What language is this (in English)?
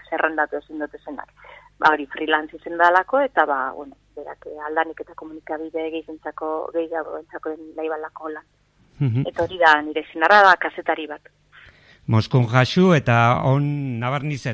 Basque